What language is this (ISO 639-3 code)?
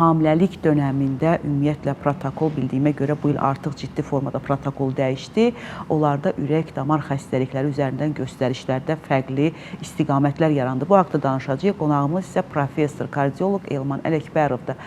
aze